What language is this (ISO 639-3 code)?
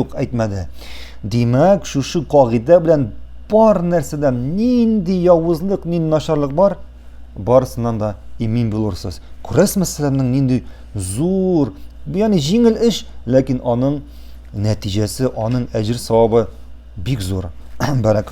tat